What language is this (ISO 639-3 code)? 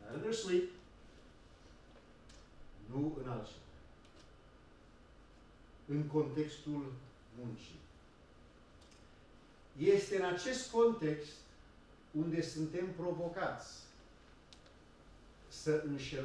ron